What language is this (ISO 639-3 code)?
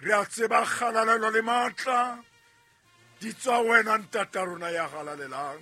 sot